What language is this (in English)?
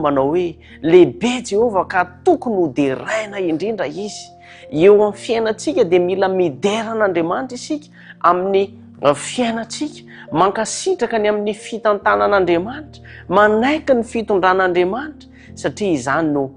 Malagasy